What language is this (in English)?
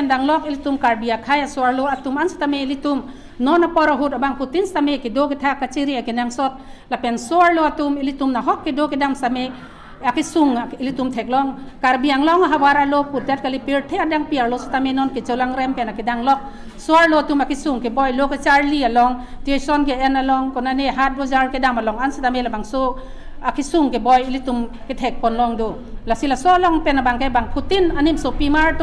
Karbi